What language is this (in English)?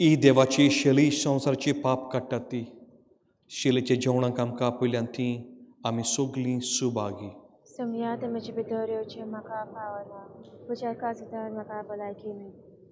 Konkani